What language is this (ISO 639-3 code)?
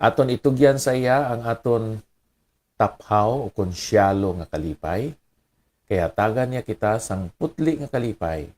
hil